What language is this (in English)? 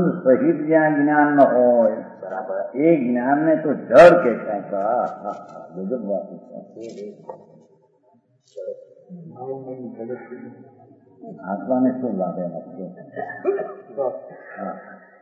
Gujarati